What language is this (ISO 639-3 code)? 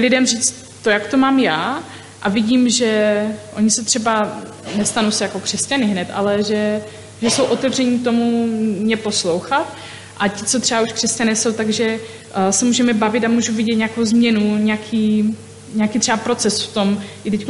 ces